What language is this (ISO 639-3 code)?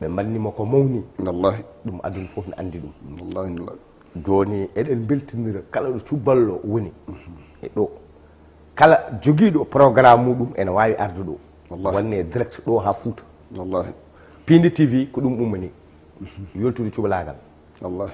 ful